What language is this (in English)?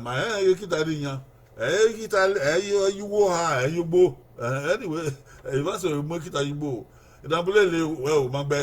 Bini